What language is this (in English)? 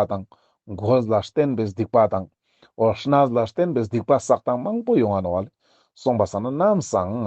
Ladakhi